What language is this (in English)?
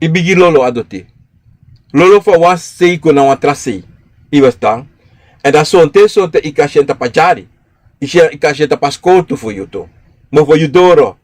Sranan Tongo